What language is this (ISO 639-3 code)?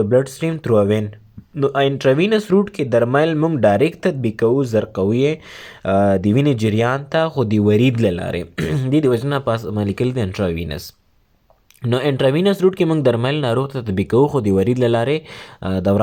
pus